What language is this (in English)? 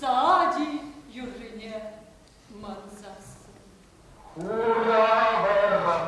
Chuvash